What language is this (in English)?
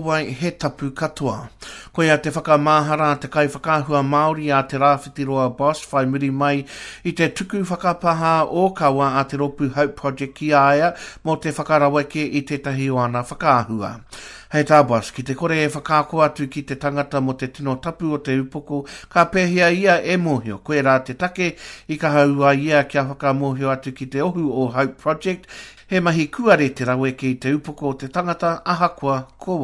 Māori